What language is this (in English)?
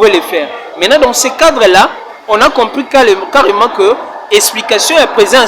Lingala